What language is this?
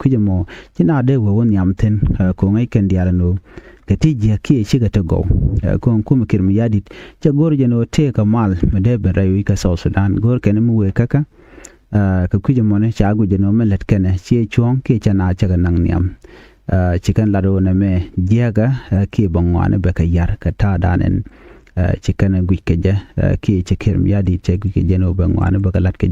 Nuer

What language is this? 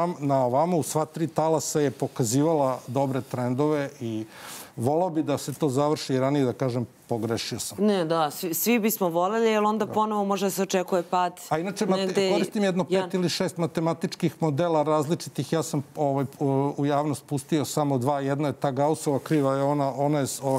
Serbian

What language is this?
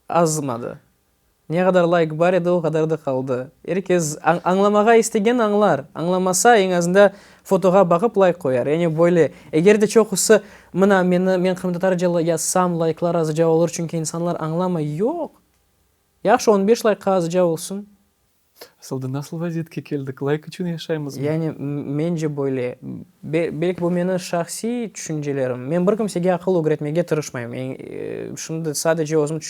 Crimean Tatar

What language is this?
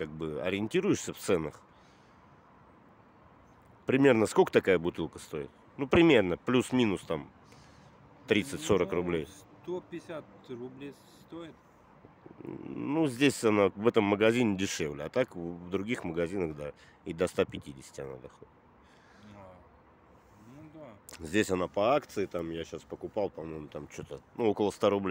Russian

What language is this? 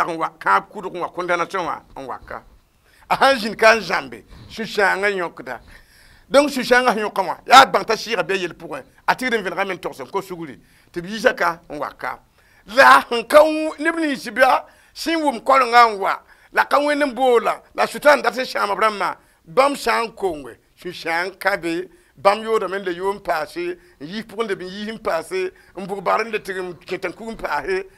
Mossi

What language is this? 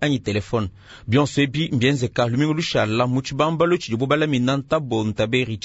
Luba-Lulua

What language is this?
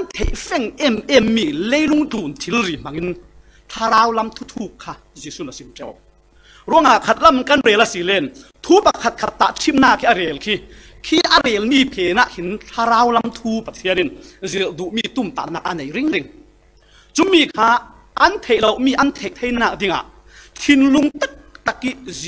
Falam Chin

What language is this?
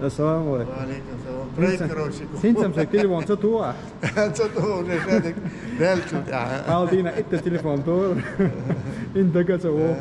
Chechen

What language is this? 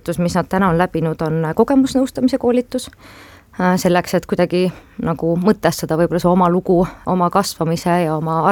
Estonian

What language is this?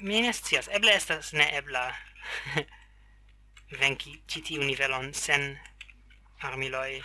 Esperanto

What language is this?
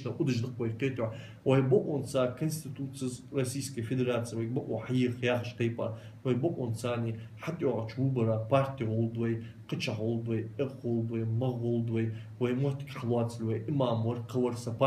Ingush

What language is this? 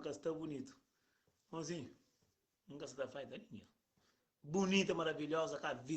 Kabuverdianu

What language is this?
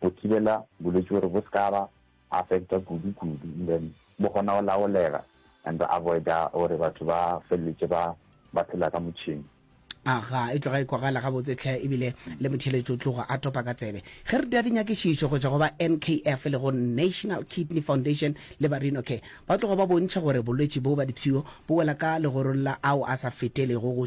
Northern Sotho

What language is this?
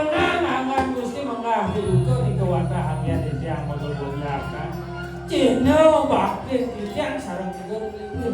Balinese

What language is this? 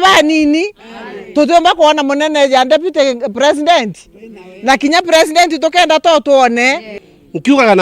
Meru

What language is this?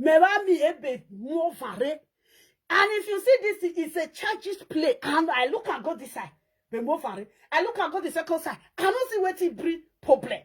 Nigerian Pidgin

